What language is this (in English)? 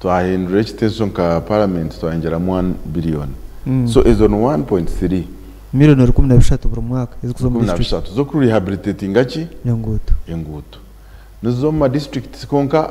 Nyankole